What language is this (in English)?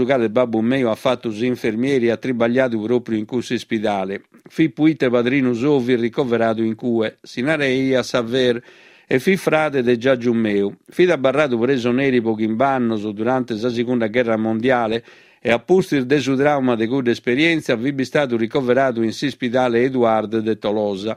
Sardinian